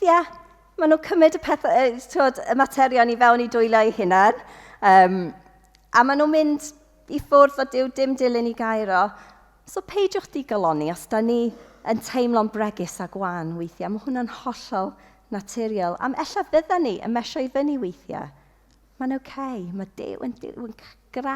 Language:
Welsh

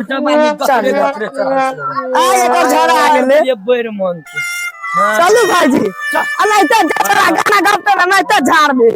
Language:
Maithili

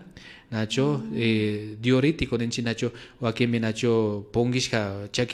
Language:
Imbabura Highland Quichua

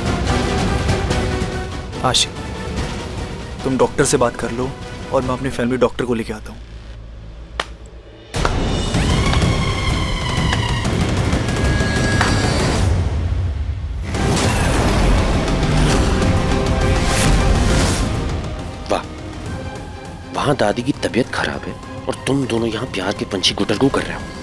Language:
Hindi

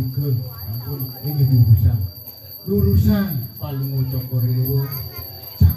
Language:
Balinese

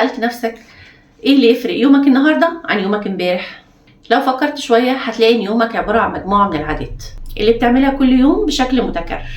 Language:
Egyptian Arabic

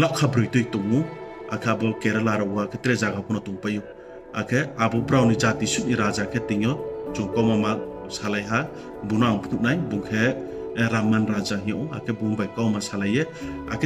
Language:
Riang (India)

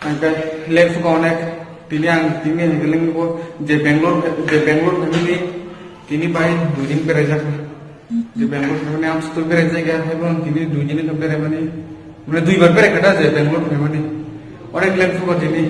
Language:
Kok Borok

